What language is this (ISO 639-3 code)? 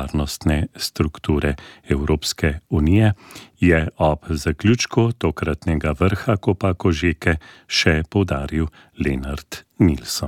slv